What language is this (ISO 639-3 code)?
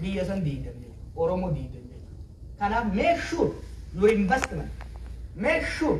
orm